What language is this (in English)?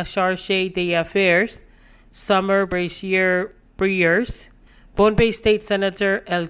Pohnpeian